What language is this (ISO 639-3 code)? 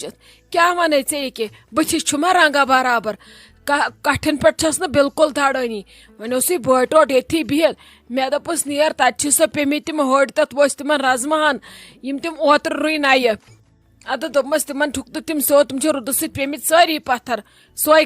kas